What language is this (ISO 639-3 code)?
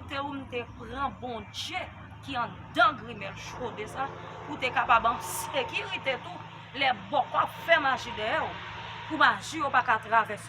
hat